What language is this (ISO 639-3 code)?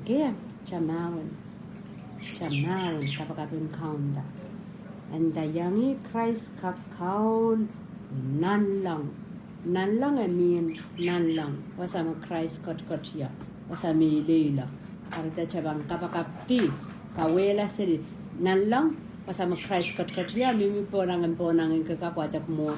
pon